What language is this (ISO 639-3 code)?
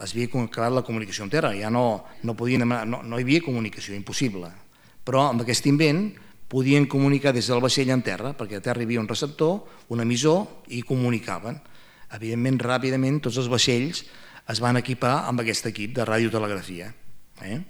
cat